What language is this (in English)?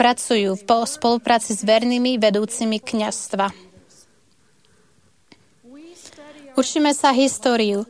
Slovak